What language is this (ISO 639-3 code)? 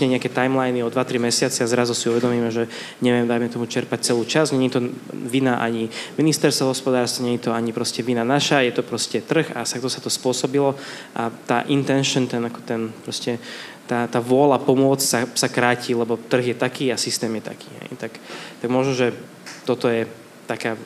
slk